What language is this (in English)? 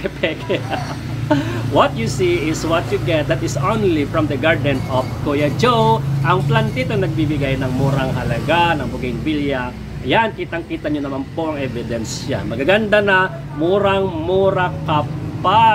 Filipino